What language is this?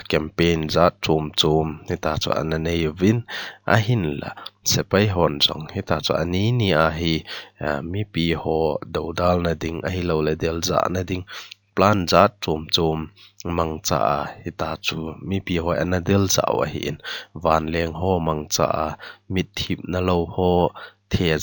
Thado Chin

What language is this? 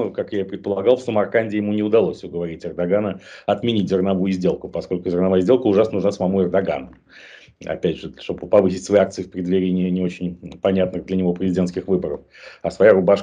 Russian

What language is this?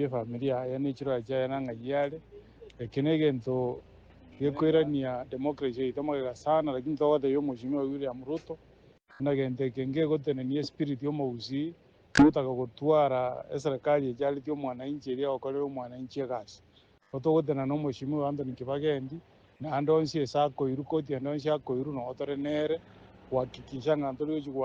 Gusii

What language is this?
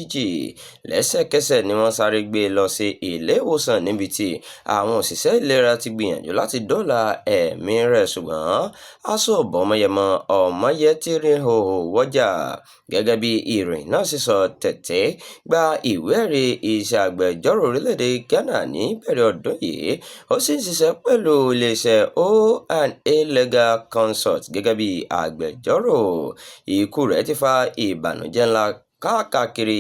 Yoruba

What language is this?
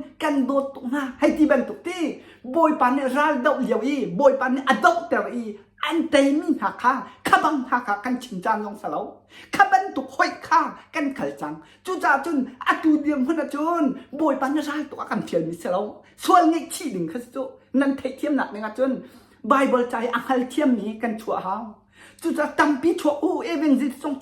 Hakha Chin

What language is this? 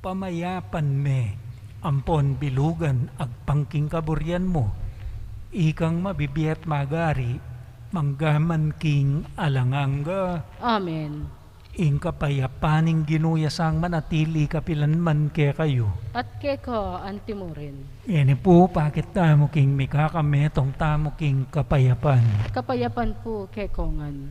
Pampanga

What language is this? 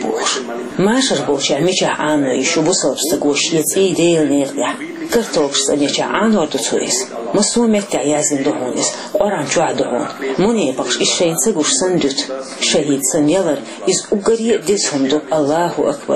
Chechen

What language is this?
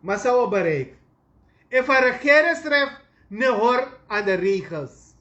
Sranan Tongo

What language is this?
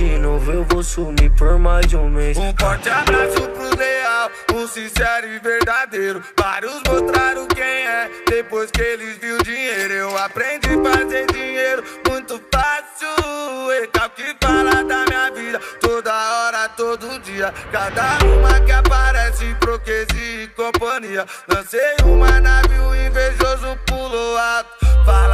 Portuguese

